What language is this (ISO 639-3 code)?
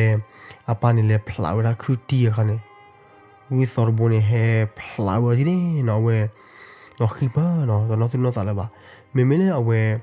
ksw